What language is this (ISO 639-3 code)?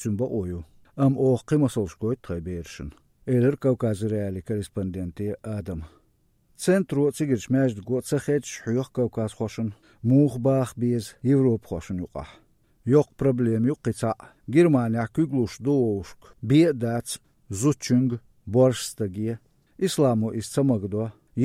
che